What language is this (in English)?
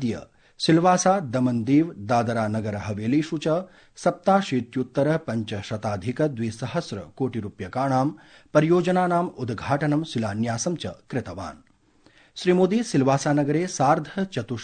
Sanskrit